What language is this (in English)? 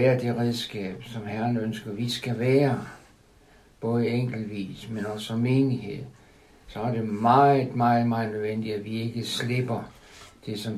Danish